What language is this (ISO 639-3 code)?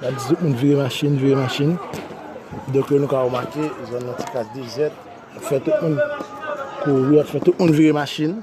hat